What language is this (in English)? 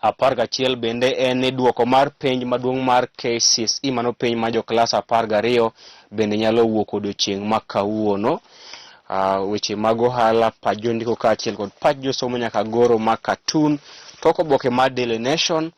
Luo (Kenya and Tanzania)